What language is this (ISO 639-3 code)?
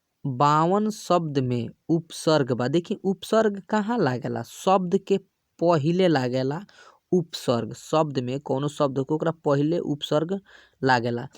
bho